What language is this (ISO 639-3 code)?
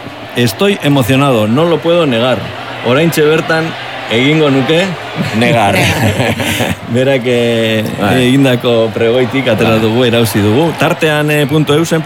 eus